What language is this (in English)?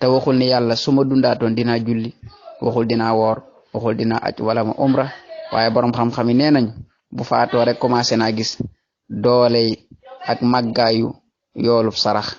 Wolof